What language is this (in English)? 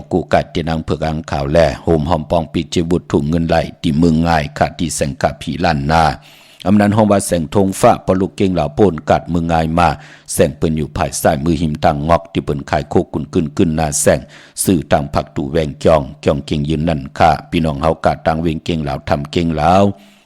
Shan